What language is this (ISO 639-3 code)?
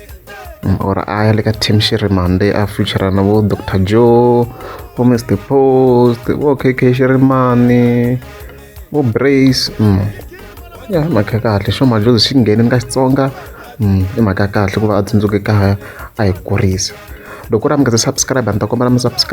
tso